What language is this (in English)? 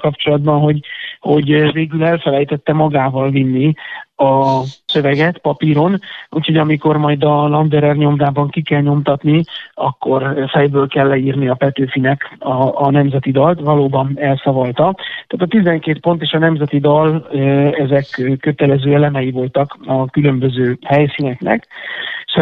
Hungarian